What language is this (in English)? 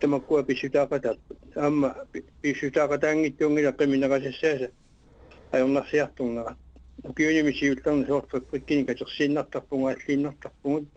Kalaallisut